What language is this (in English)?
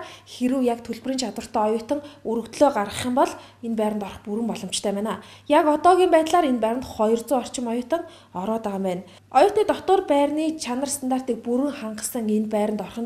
Mongolian